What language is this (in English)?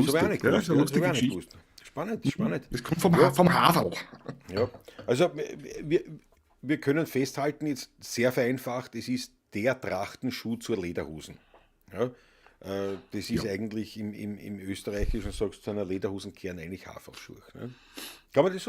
Bavarian